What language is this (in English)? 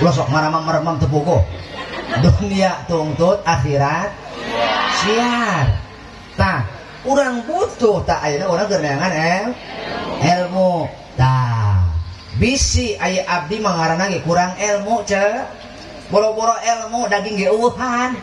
Sundanese